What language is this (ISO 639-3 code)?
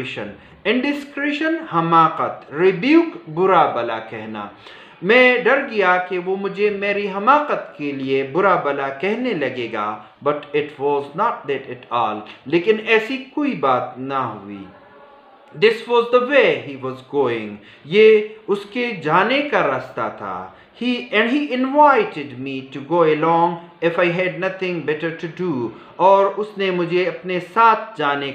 urd